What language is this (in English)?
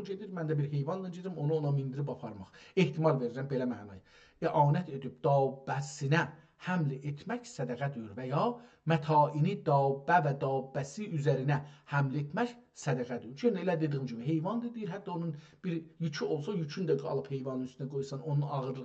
South Azerbaijani